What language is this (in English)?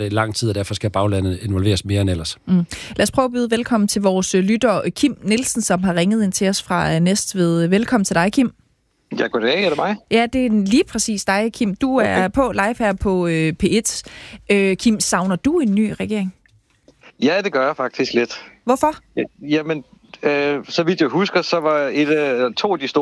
Danish